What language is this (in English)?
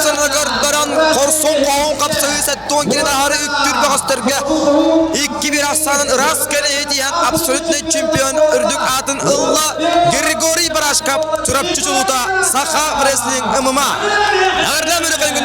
Yakut